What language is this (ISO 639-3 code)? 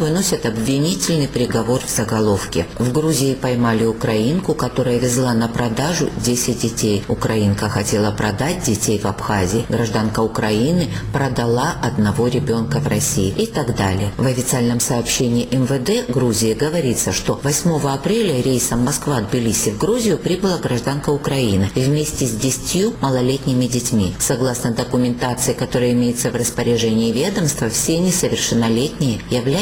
rus